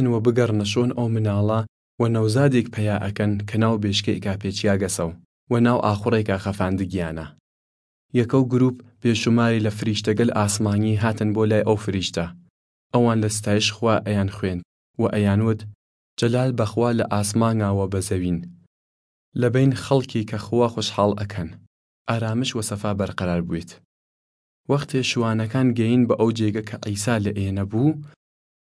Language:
Southern Kurdish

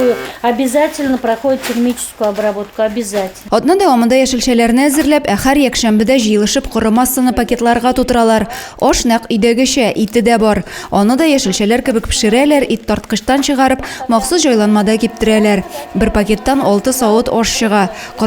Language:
Tatar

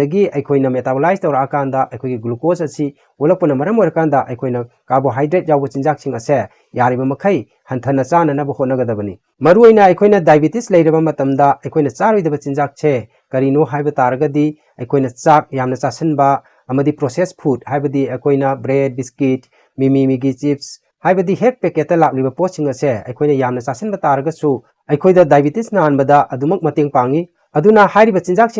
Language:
Manipuri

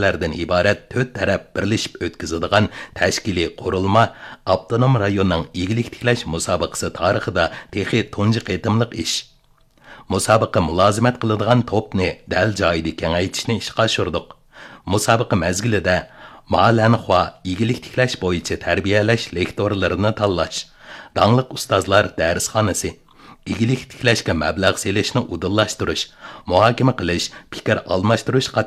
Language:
Uyghur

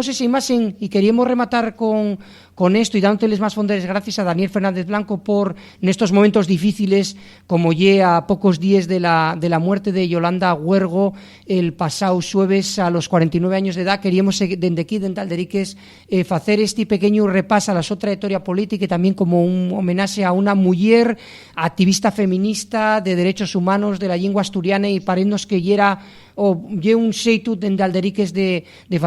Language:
Asturian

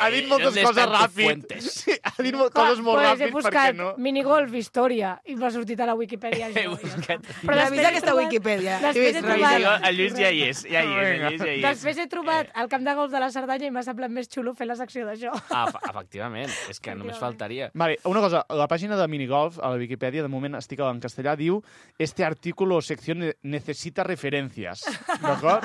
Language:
Catalan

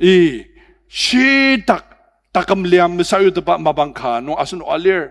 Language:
Ao Naga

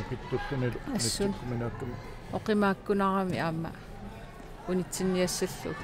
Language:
Kalaallisut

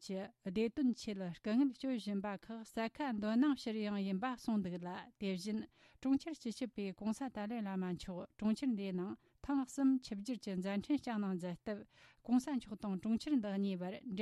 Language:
Tibetan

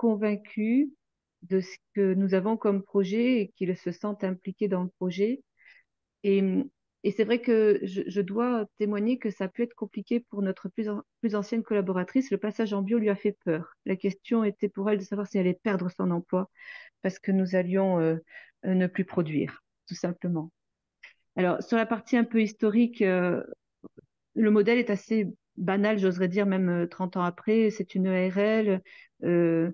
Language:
French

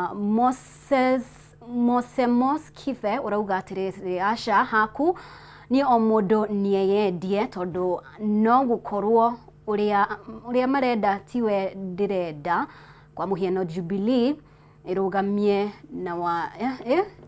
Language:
Kikuyu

